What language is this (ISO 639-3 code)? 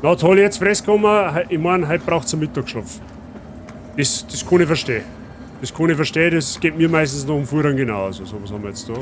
bar